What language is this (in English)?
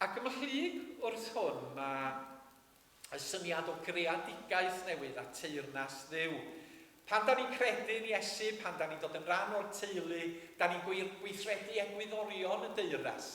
Welsh